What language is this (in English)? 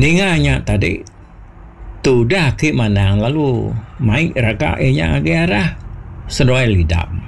Iban